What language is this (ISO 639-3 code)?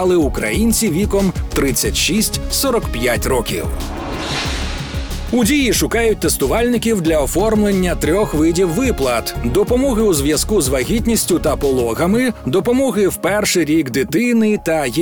ukr